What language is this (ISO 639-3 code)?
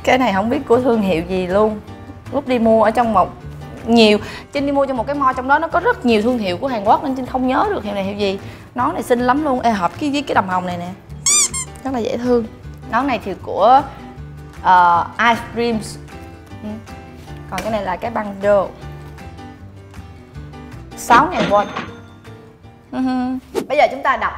vie